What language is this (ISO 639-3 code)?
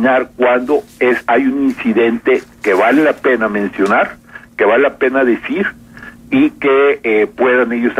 spa